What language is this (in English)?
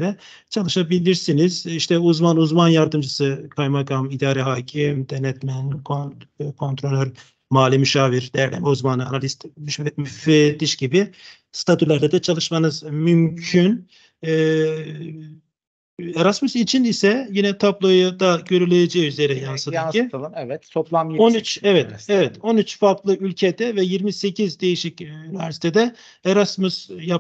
Turkish